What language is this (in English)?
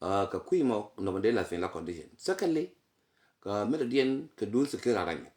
Nuer